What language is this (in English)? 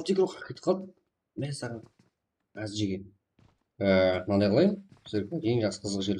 Kara-Kalpak